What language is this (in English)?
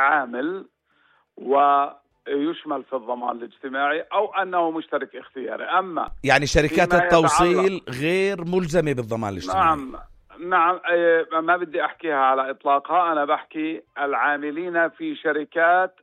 North Levantine Arabic